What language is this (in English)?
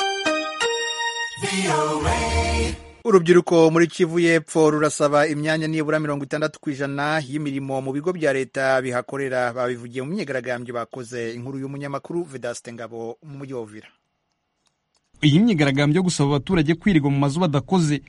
Kinyarwanda